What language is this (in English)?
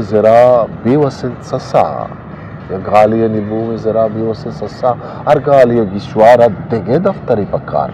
Eastern Balochi